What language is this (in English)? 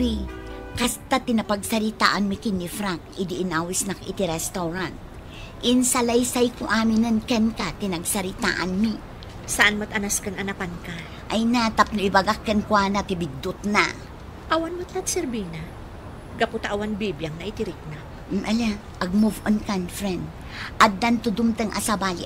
Iloko